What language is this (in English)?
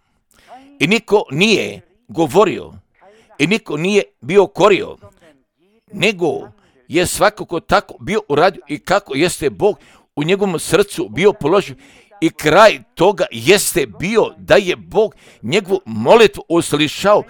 Serbian